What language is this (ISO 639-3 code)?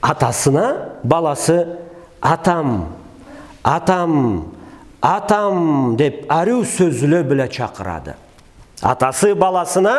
krc